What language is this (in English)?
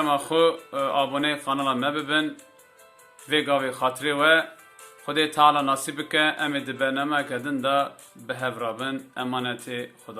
Kurdish